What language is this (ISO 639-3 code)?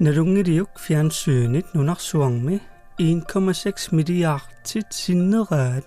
kal